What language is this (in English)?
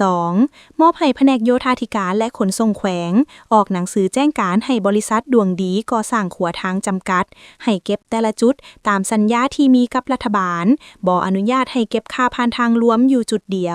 Lao